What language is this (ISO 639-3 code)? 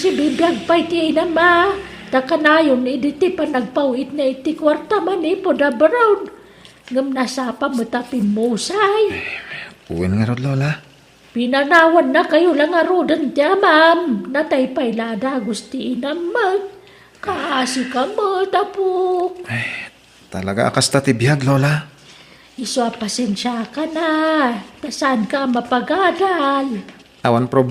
ilo